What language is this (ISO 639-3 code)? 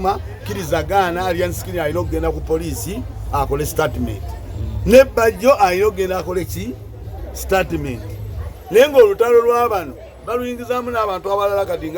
lug